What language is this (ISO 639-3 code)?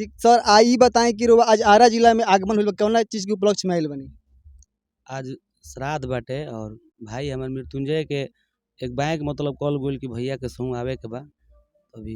bho